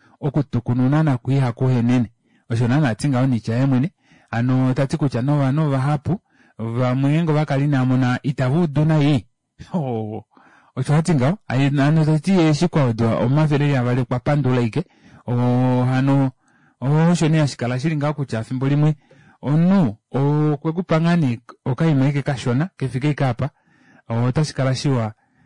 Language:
Kuanyama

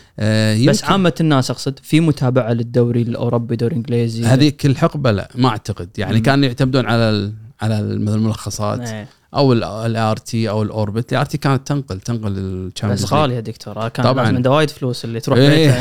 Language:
Gulf Arabic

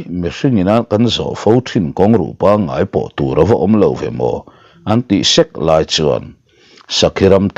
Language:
Mizo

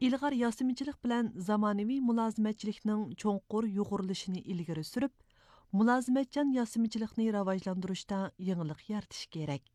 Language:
Uyghur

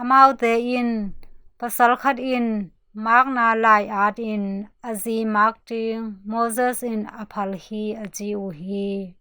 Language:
Tedim Chin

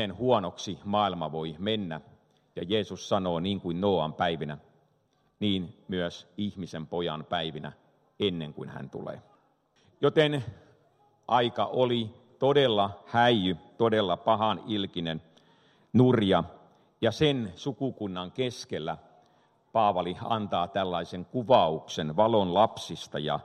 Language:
Finnish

